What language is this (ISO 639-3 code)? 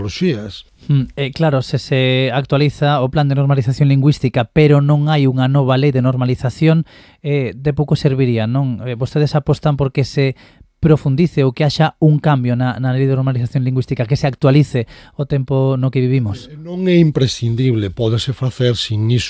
glg